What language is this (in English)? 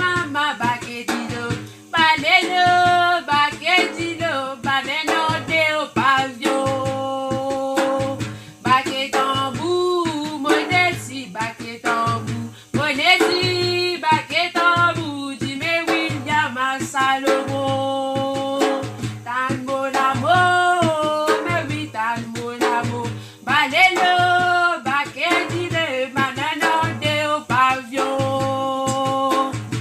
Morisyen